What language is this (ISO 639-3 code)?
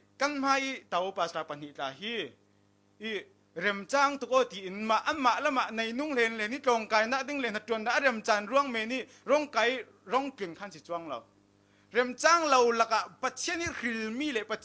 cfm